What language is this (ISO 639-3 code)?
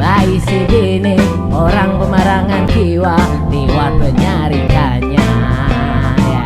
bjn